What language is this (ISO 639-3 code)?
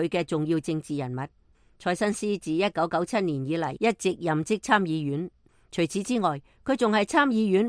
yue